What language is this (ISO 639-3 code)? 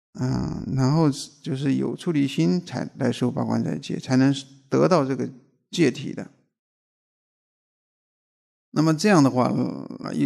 zho